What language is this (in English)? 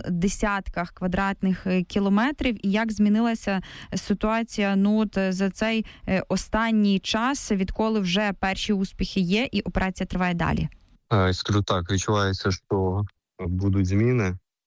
Ukrainian